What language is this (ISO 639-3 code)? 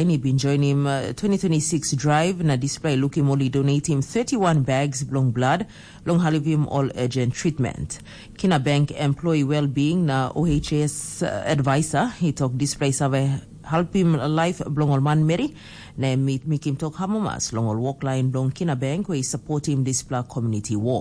tpi